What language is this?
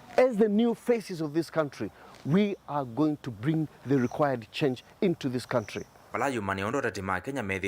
Kamba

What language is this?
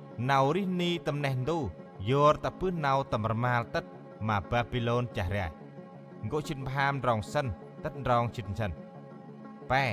Central Mnong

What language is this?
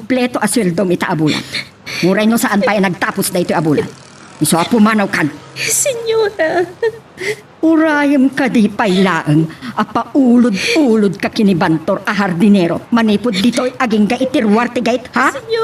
Iloko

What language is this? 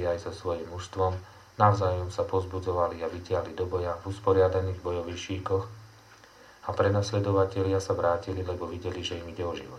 Slovak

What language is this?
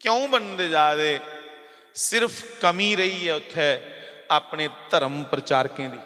Dogri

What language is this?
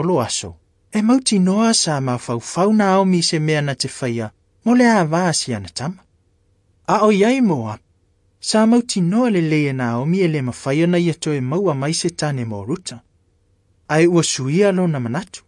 Samoan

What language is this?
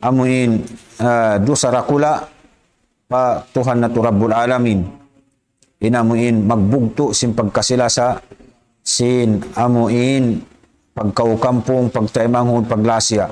Tausug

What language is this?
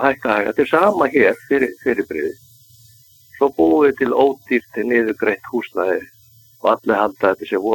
Icelandic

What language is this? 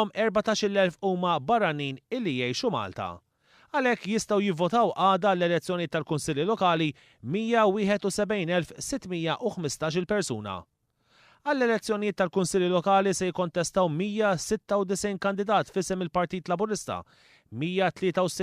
Maltese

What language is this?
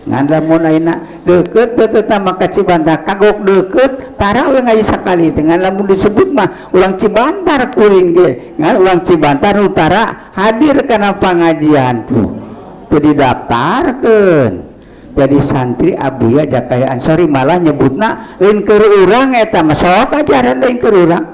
Sundanese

